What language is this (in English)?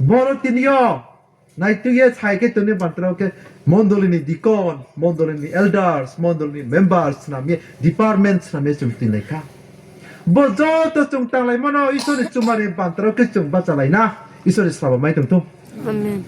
Riang (India)